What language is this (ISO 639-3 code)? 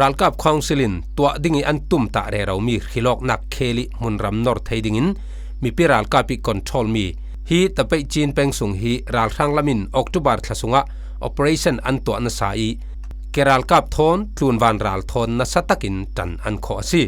cfm